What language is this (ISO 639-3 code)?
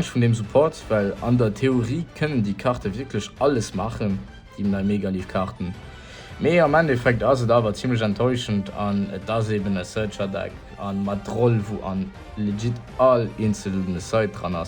ltz